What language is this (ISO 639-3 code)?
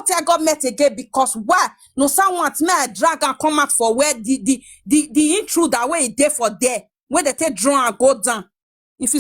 pcm